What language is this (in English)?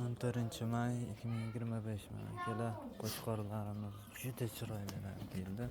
Uzbek